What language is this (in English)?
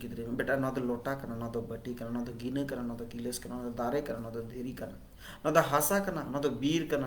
Santali